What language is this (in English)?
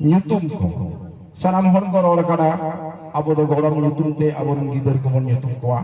Santali